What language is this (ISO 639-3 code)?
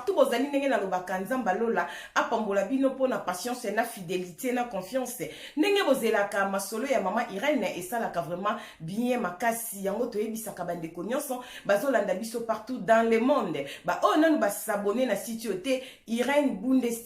lin